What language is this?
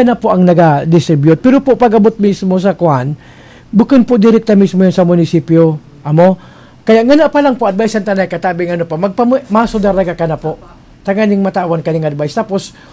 Bikol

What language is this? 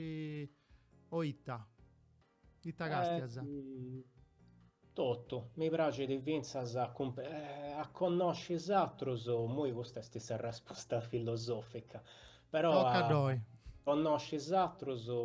Sardinian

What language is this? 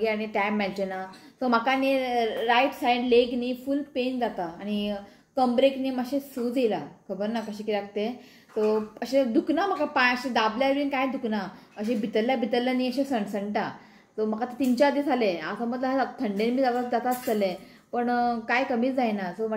Konkani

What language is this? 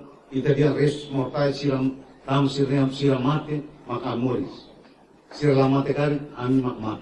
Tetum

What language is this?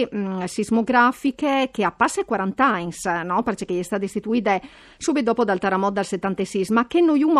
Friulian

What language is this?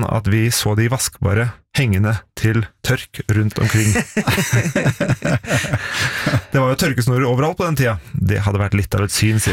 Norwegian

